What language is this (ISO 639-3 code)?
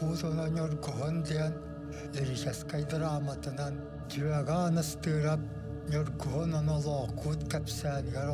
sah